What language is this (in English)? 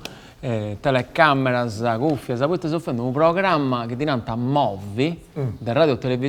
Sardinian